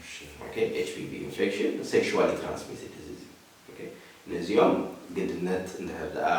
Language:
Tigrinya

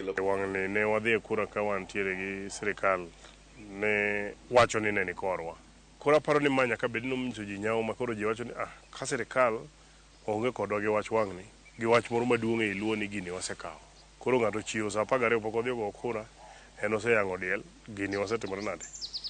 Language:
Luo (Kenya and Tanzania)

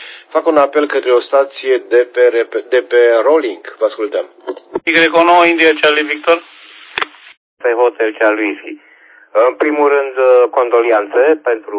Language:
Romanian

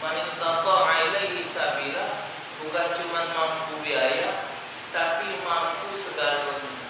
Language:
Musi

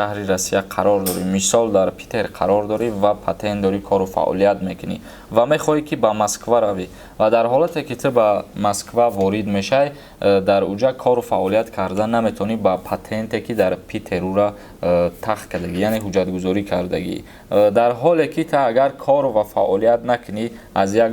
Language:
Tajik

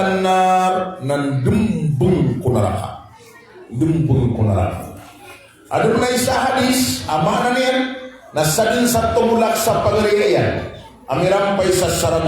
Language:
Maranao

